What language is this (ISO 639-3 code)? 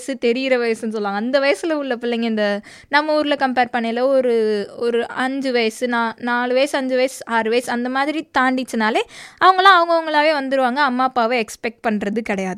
tam